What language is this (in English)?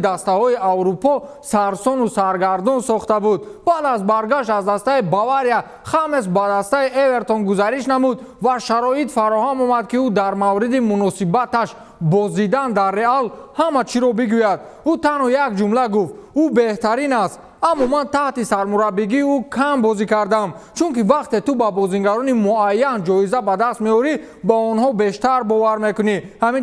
Tajik